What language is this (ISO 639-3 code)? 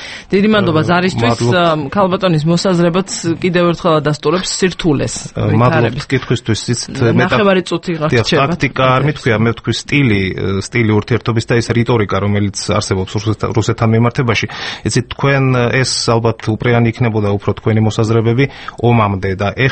kat